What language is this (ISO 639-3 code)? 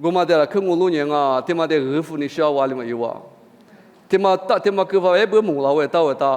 lis